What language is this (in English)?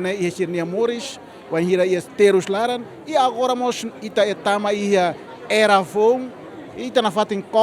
Tetum